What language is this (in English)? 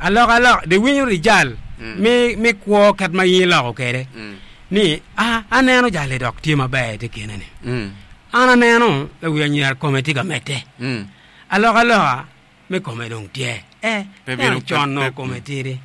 Acoli